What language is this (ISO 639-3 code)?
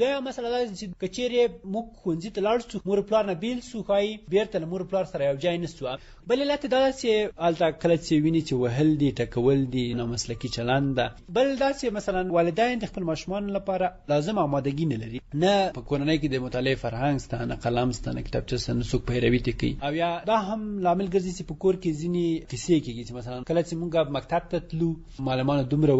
pus